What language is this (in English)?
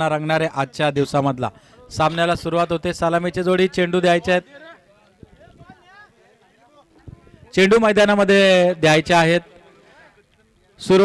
Marathi